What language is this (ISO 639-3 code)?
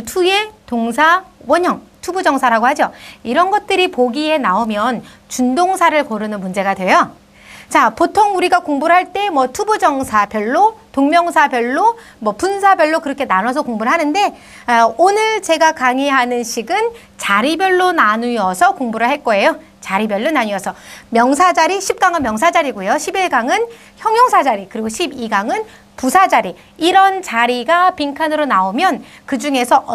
kor